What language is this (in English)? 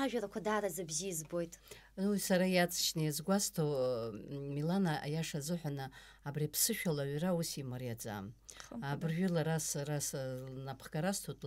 Abkhazian